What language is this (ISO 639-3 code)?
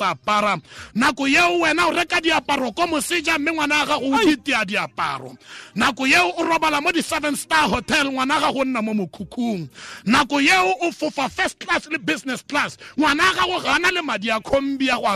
tsn